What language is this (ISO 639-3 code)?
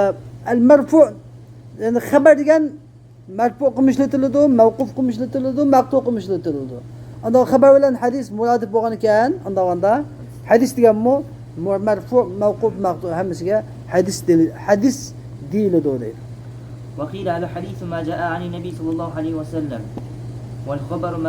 uig